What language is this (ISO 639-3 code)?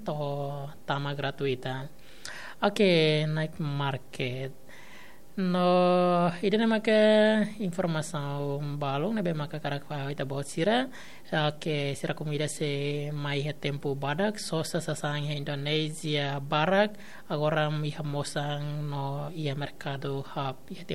tet